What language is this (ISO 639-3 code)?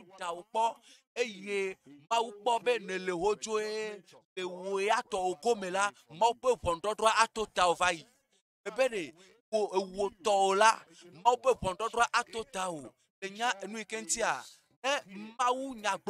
ewe